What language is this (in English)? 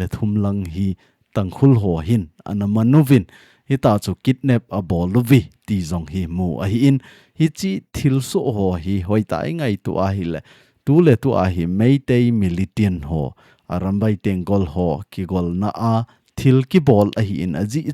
Thado Chin